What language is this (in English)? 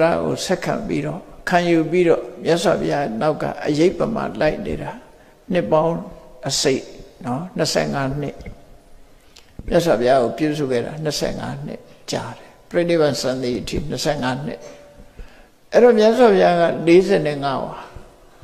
Burmese